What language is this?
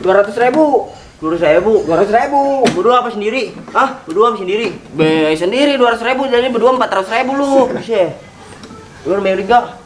Betawi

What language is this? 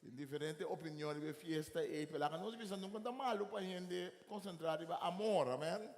Papiamento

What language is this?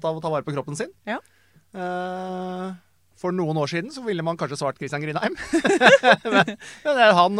Norwegian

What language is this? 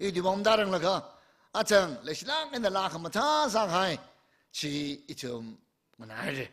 Tangkhul Naga (India)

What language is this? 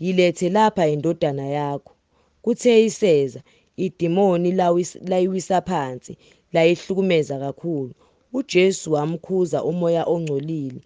Zulu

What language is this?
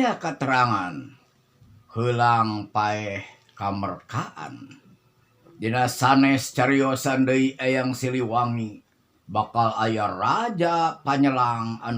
Sundanese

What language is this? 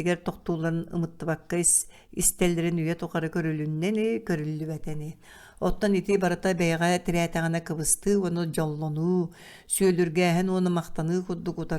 Yakut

